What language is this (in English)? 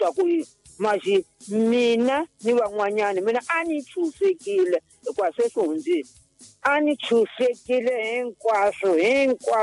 Tsonga